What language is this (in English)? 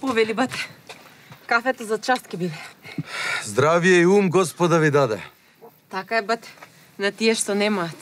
Macedonian